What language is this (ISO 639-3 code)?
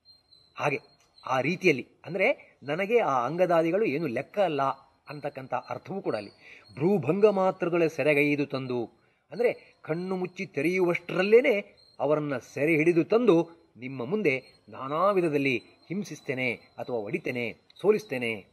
kan